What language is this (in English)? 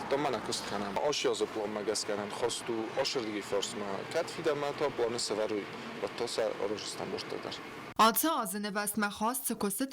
Ossetic